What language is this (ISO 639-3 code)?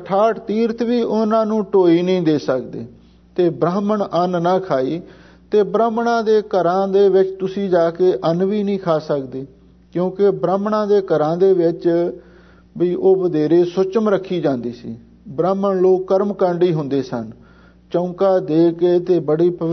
pan